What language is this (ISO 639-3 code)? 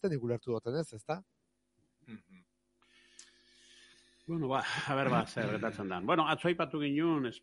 eus